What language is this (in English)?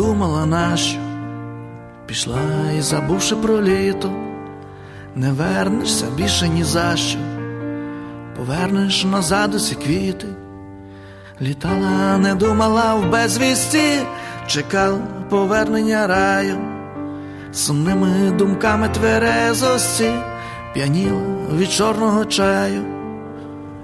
Ukrainian